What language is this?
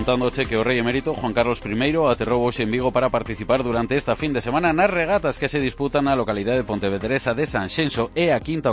Galician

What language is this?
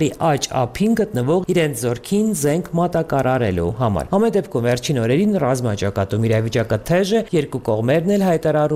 Armenian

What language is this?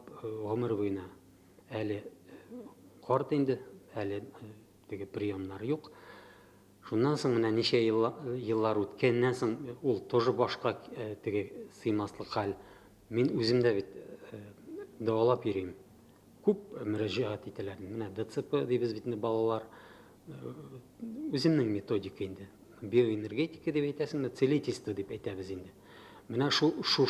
Tatar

